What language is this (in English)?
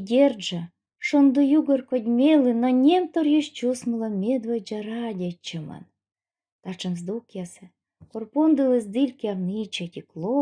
Komi